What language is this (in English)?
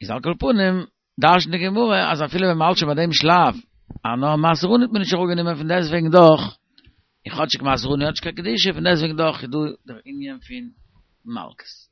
Yiddish